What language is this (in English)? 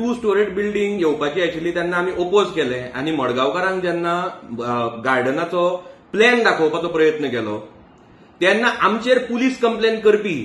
Konkani